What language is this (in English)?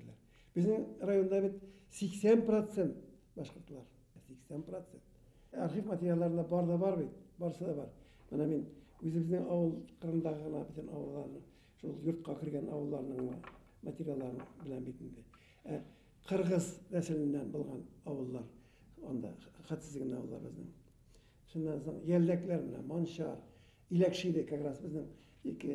Bashkir